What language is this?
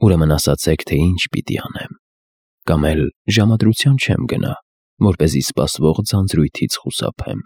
Armenian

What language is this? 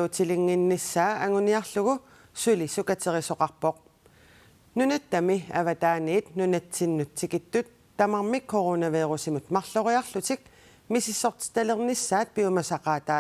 Kalaallisut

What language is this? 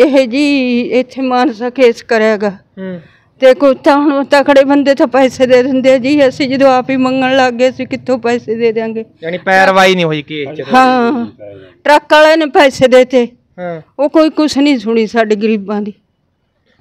Punjabi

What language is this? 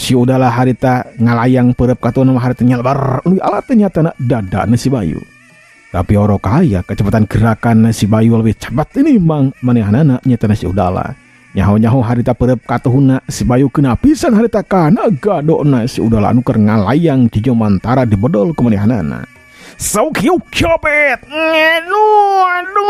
Sundanese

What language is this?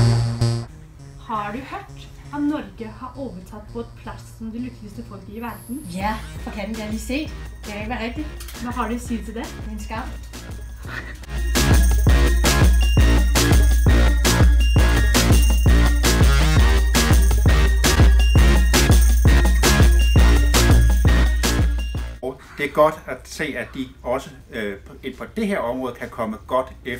Danish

